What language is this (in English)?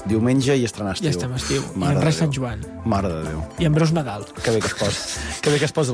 Catalan